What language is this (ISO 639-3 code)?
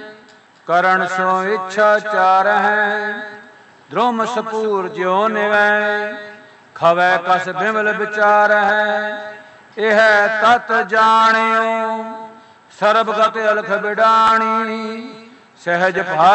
pan